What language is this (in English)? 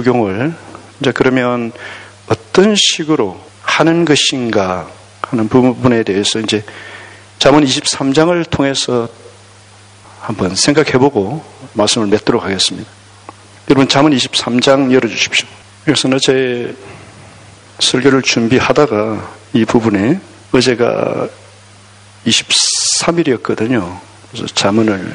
Korean